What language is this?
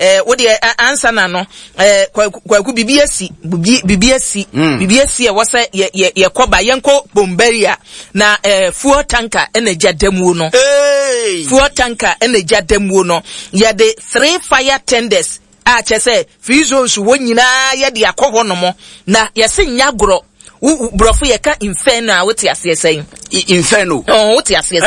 Akan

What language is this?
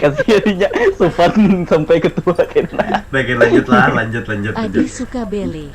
Banjar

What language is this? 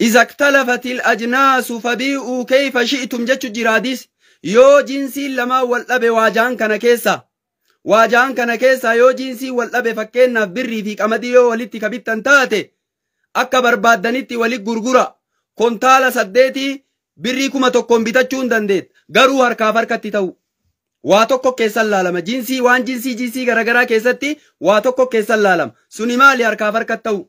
Oromo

